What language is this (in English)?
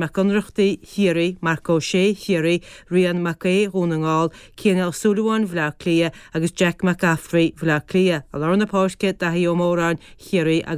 Irish